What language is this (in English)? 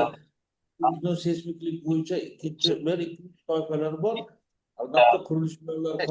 Uzbek